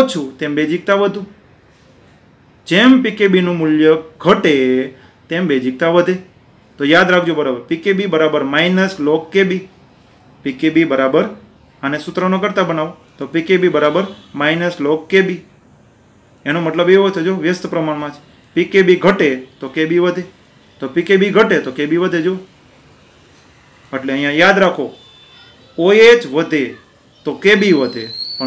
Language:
Gujarati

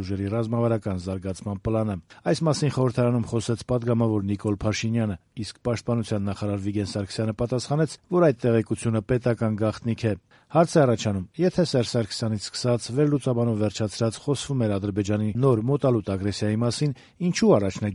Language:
Armenian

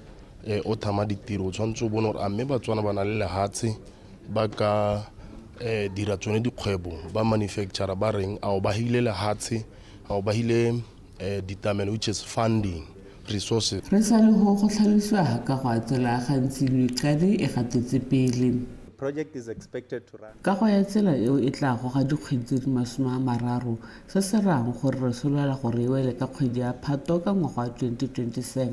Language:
Tswana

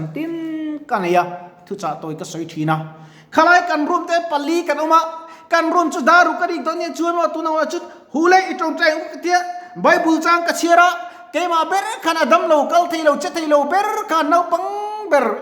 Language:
Mizo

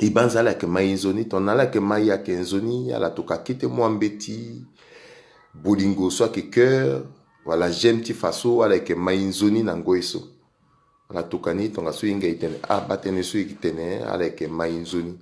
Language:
Sango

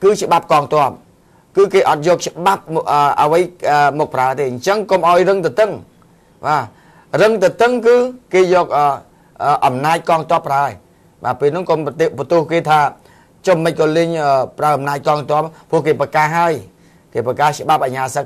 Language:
Khmer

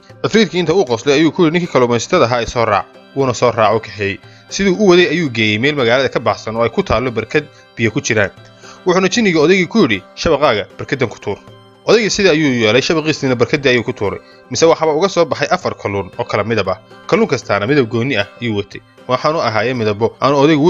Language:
Somali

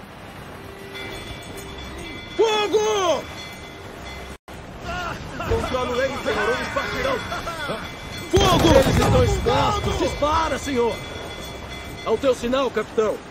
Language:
Portuguese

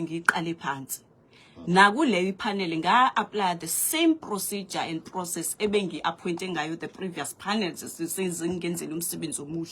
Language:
Zulu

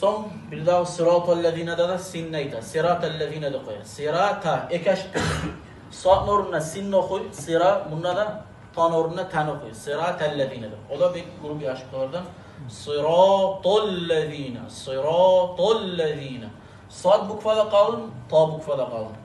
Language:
Kumyk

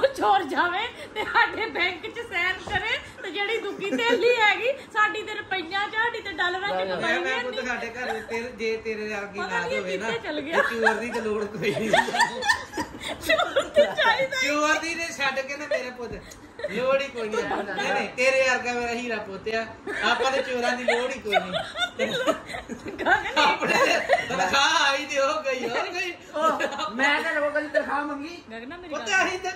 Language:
Punjabi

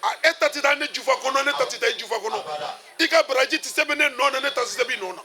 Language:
Bambara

